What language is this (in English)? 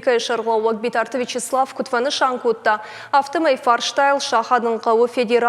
Ossetic